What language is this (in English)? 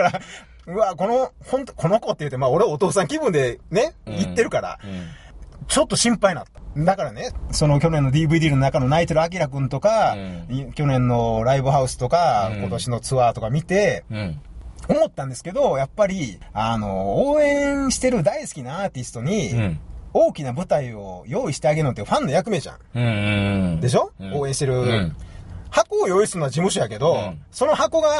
Japanese